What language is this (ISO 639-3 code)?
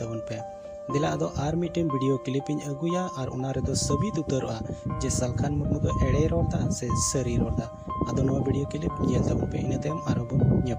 sat